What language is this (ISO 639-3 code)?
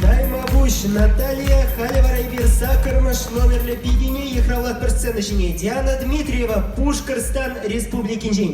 chv